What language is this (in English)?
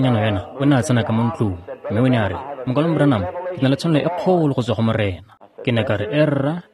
Tswana